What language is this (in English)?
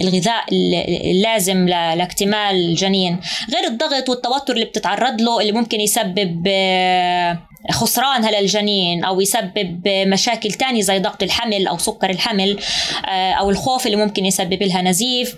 North Levantine Arabic